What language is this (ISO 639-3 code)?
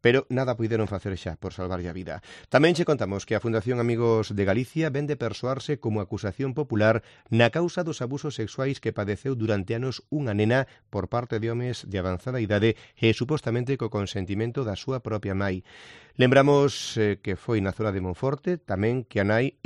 glg